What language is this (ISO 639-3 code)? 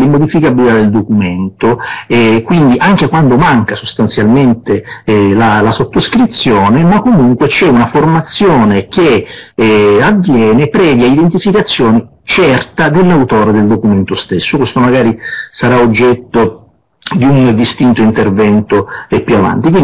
ita